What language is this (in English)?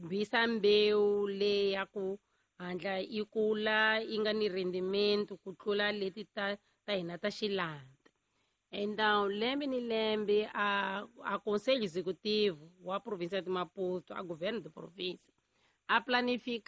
Tsonga